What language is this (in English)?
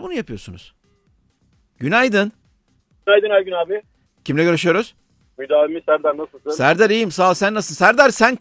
Turkish